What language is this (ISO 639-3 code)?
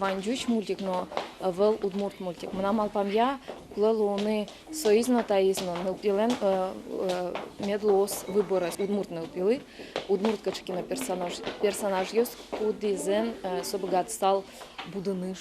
udm